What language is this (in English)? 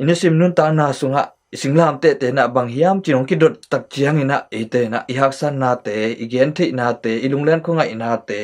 Tedim Chin